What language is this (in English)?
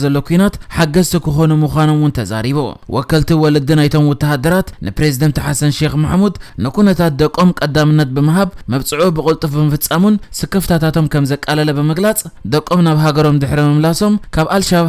Tigrinya